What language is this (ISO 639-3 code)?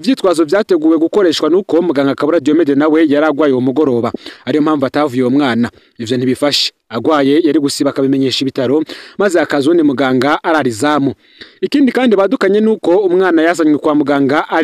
run